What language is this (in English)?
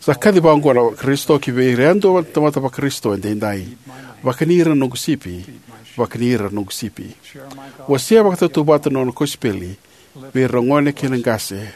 Fijian